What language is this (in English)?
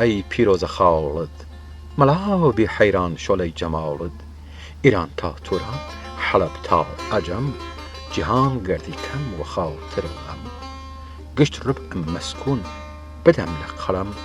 Southern Kurdish